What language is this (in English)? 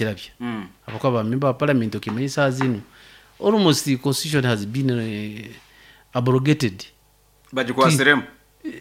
Nyoro